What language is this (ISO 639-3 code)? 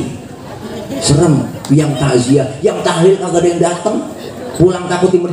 bew